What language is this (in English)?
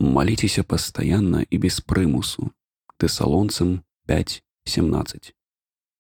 Belarusian